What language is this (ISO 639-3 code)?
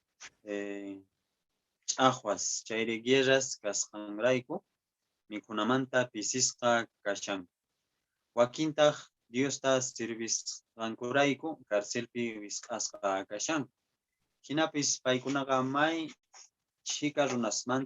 que